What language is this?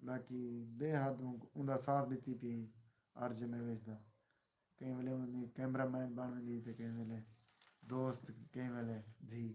Saraiki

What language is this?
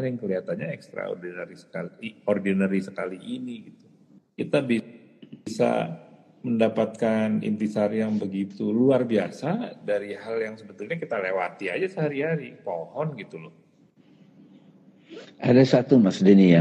Indonesian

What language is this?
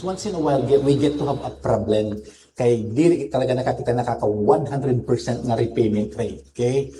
Waray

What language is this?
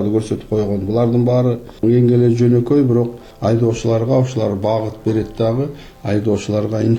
Kyrgyz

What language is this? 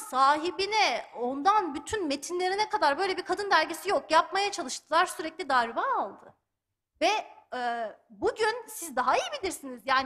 Turkish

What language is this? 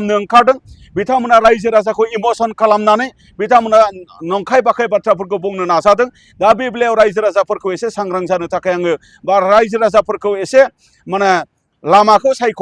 Bodo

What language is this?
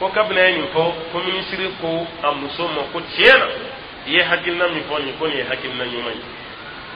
Dyula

